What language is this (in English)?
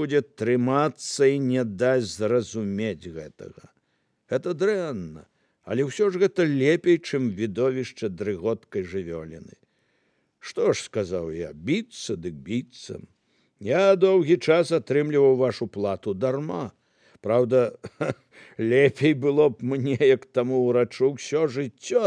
Belarusian